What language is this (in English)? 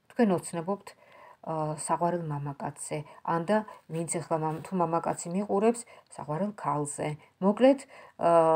Georgian